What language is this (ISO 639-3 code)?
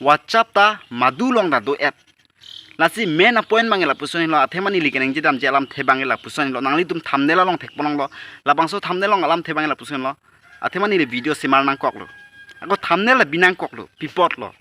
mjw